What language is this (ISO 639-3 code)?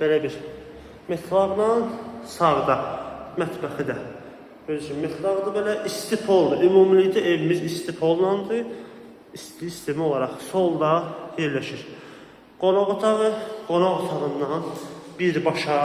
aze